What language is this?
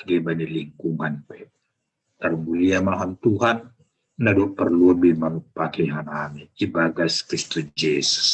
Batak Simalungun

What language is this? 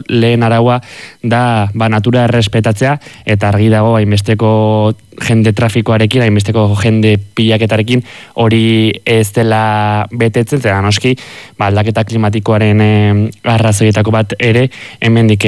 Basque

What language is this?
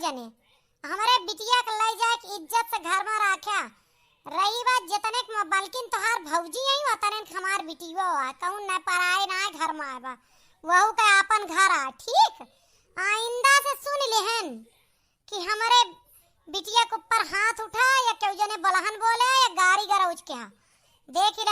Awadhi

